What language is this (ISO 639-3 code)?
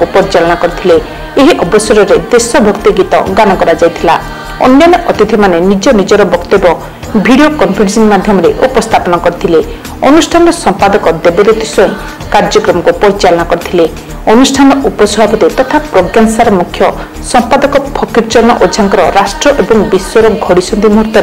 ori